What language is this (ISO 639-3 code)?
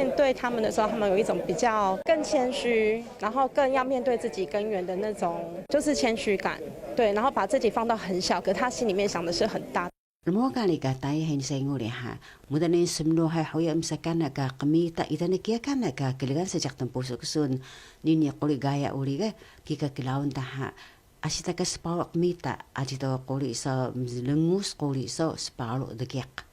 trv